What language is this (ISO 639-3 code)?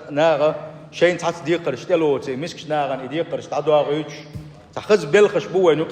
che